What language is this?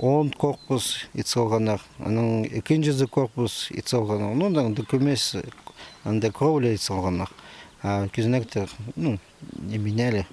Khakas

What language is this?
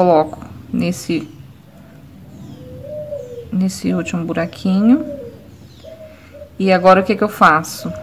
Portuguese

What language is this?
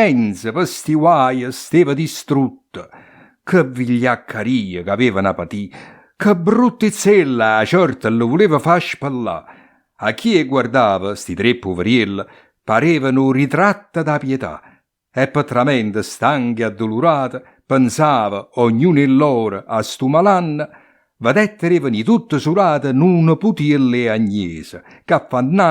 Neapolitan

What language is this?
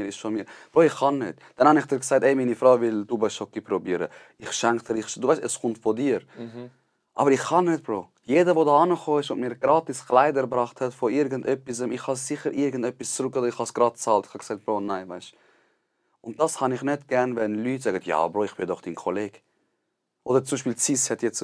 Swiss German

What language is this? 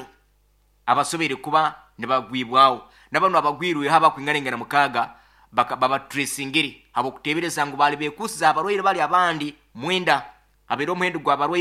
Nyoro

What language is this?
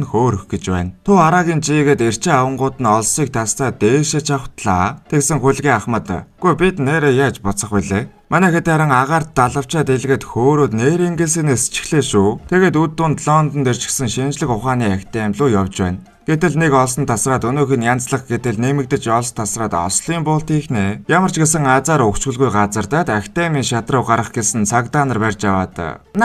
Mongolian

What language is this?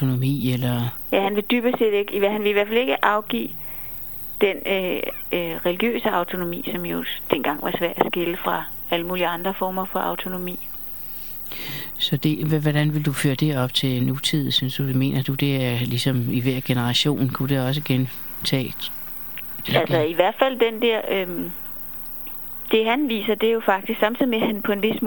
Danish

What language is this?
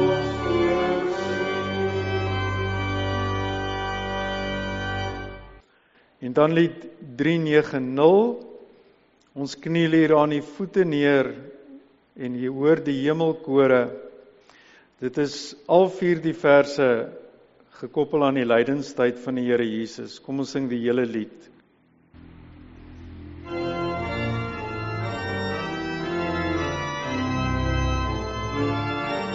Afrikaans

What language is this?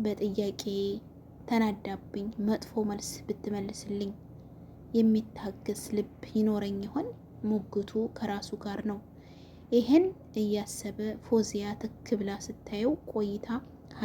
Amharic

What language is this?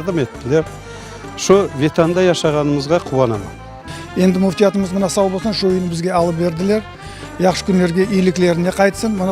Crimean Tatar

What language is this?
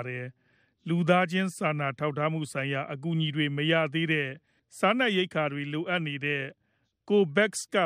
Burmese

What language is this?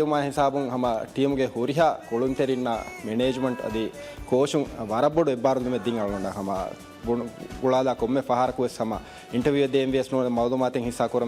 Divehi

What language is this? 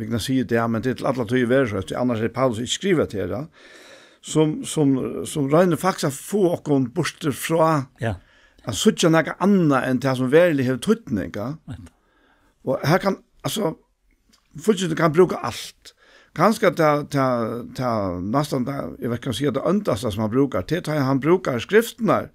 Faroese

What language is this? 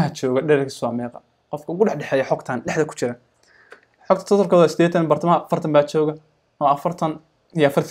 Somali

